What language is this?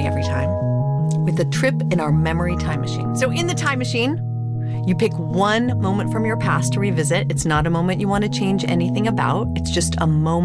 English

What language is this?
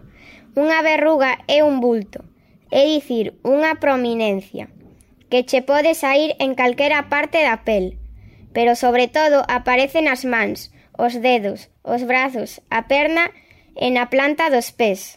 Galician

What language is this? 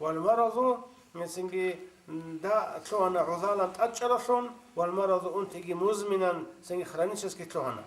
Avaric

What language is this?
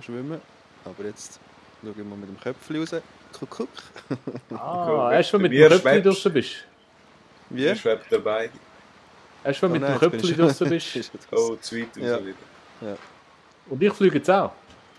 Swiss German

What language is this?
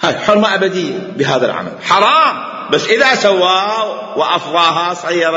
Mesopotamian Arabic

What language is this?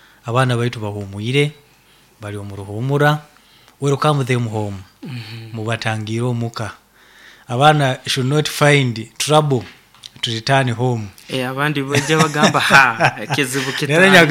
Nyankole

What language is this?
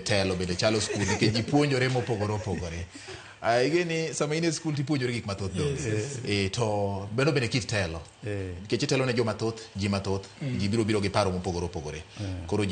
Luo (Kenya and Tanzania)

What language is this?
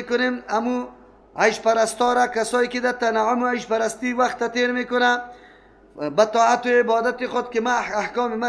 Persian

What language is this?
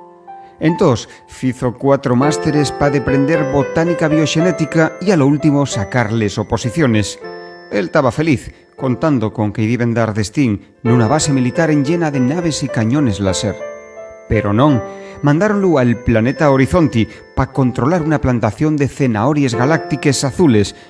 Asturian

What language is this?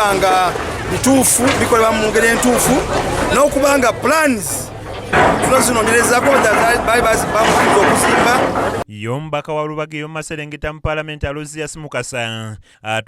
Ganda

